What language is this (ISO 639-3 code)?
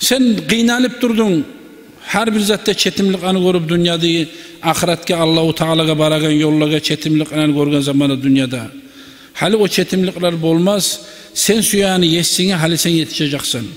kum